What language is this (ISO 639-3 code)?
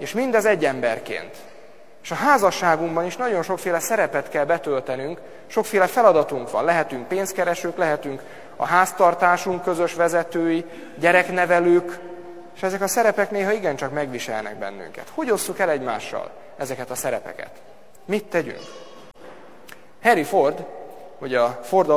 hun